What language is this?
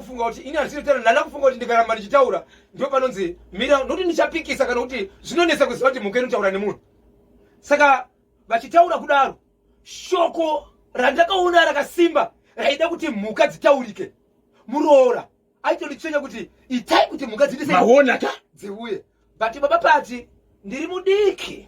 Shona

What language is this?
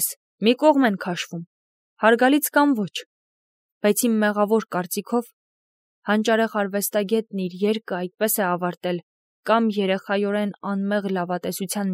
Armenian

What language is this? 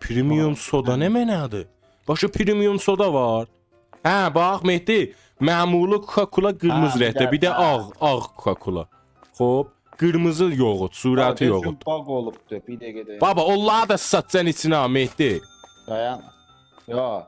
South Azerbaijani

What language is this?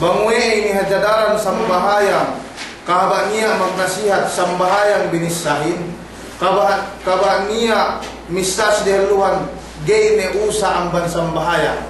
Yakan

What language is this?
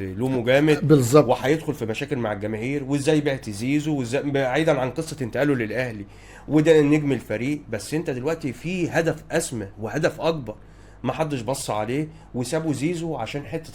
Egyptian Arabic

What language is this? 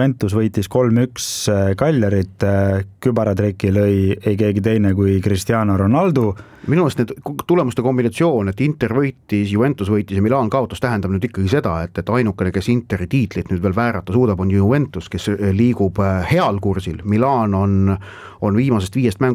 Estonian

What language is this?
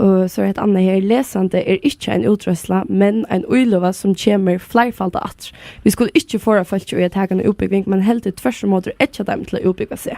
Faroese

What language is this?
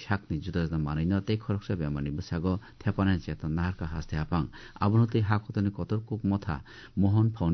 Kok Borok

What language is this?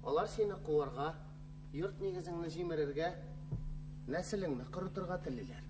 Tatar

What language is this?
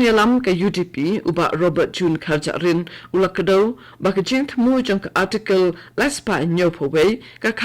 Khasi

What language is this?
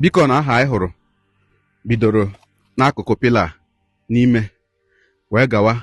Igbo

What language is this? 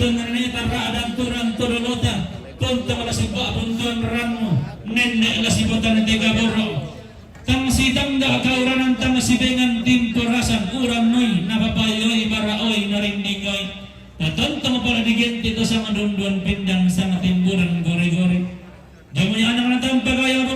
Toraja-Sa'dan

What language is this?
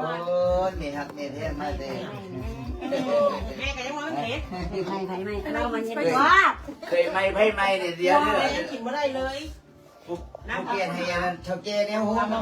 Lao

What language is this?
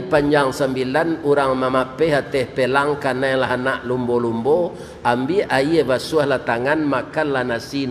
Minangkabau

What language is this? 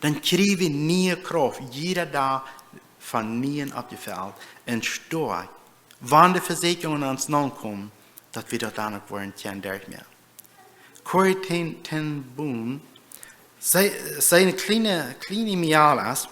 Plautdietsch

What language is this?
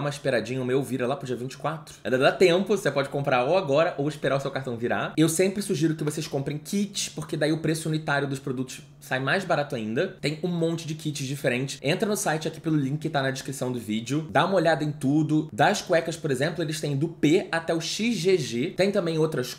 Portuguese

